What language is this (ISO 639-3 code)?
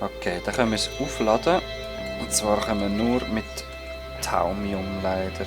gsw